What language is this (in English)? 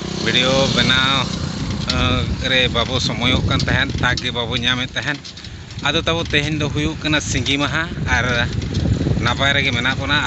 Santali